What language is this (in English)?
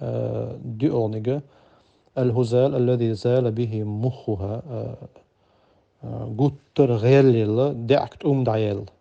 Chechen